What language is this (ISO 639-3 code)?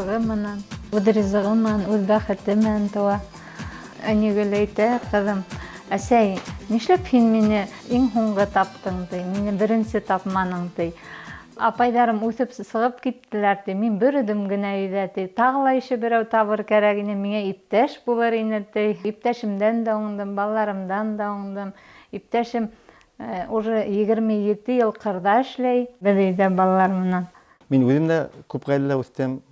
bak